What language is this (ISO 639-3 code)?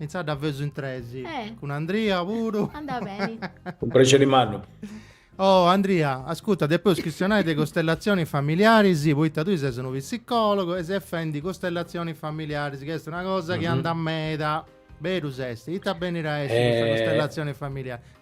srd